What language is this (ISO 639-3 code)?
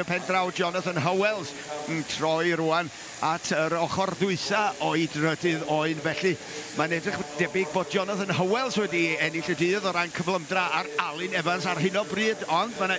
cym